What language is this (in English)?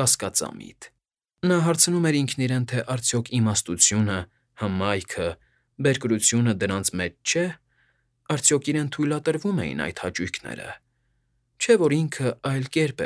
Armenian